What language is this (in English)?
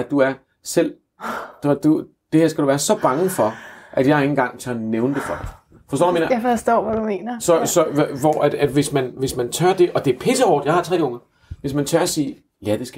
Danish